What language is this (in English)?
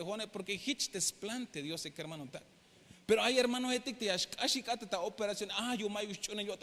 Tzeltal